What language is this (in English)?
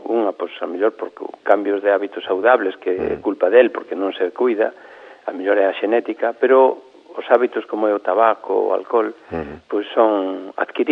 Galician